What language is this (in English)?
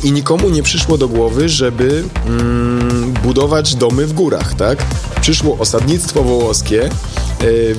Polish